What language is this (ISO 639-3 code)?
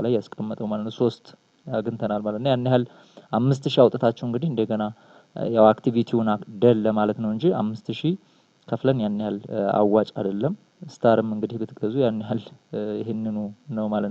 amh